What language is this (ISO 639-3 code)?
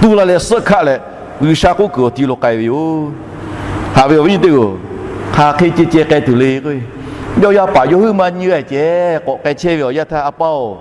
lhu